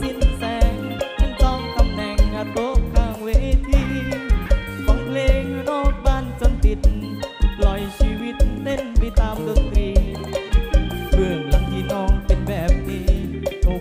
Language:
Thai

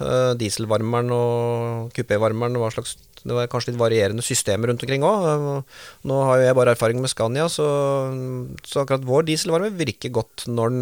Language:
Norwegian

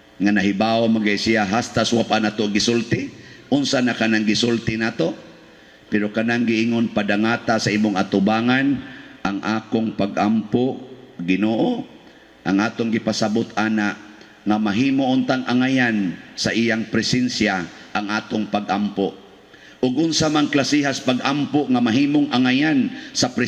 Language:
Cebuano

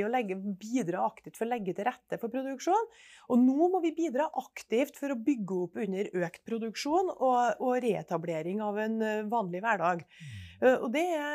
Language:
Norwegian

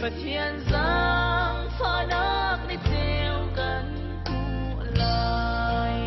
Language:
Falam Chin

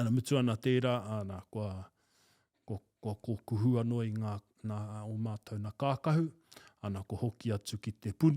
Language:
Māori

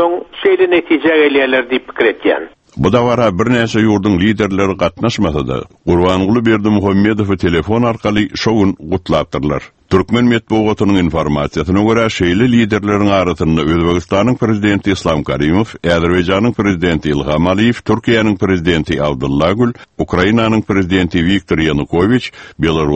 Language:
Turkmen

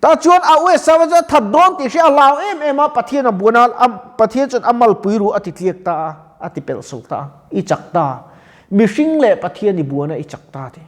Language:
Mizo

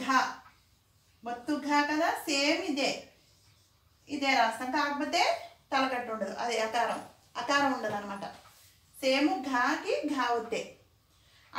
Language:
Telugu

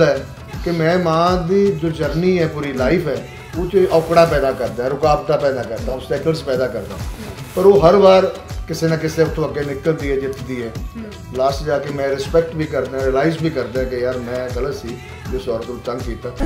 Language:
Punjabi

